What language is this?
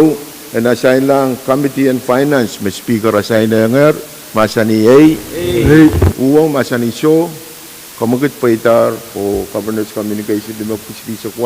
Pohnpeian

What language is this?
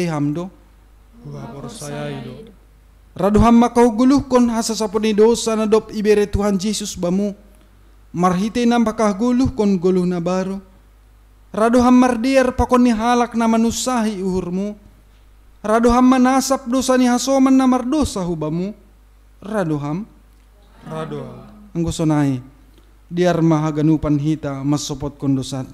Batak Simalungun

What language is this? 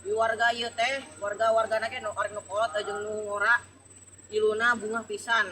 Sundanese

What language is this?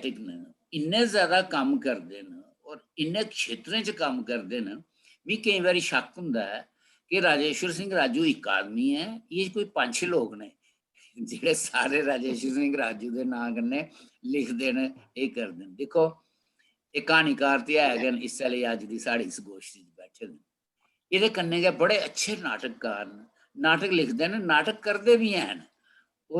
Dogri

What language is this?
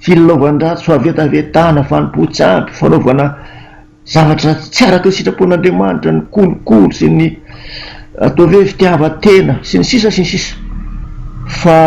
Malagasy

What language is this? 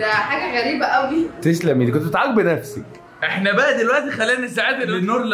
Egyptian Arabic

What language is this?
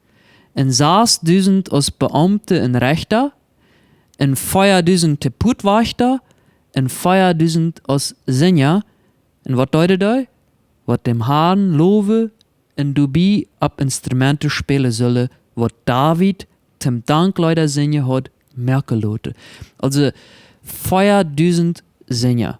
Plautdietsch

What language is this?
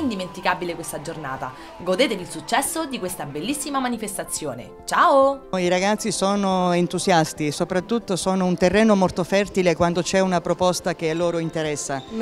Italian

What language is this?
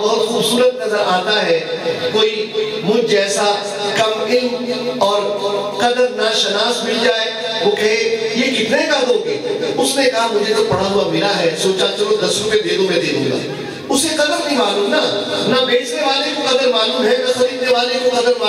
Urdu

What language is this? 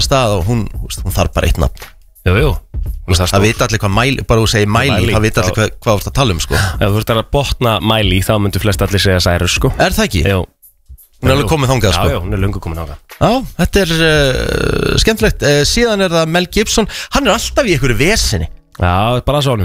Icelandic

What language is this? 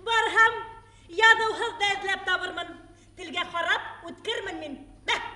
Bashkir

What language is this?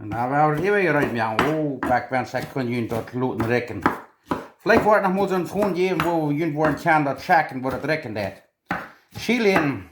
Plautdietsch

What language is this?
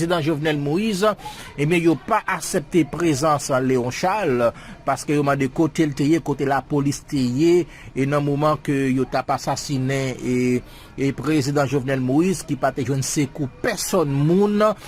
Haitian Creole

